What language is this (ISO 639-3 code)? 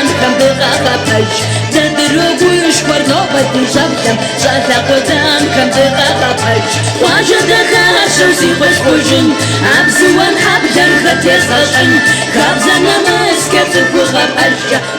kbd